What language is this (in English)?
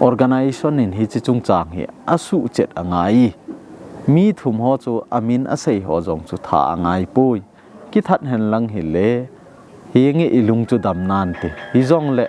Thado Chin